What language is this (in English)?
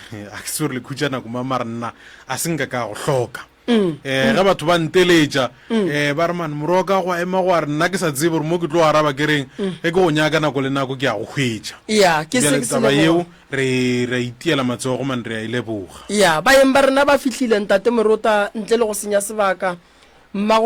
Northern Sotho